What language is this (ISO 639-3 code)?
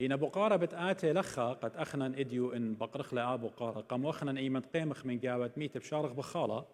aii